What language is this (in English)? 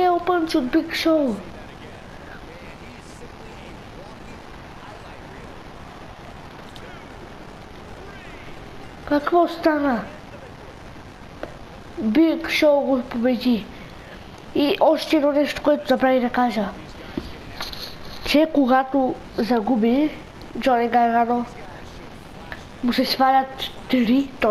Bulgarian